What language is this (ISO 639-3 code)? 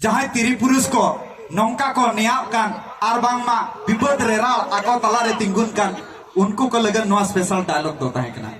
sat